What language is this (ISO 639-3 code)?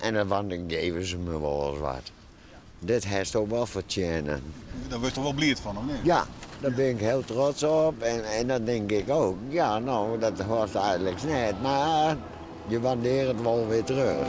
fry